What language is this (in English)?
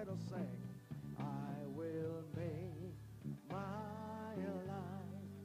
Ewe